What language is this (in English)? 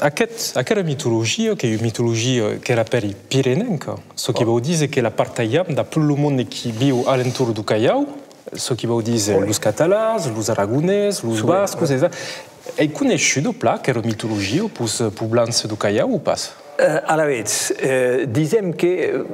Occitan